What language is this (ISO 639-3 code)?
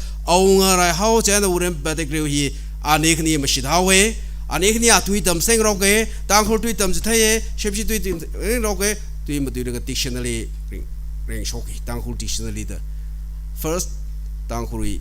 nmf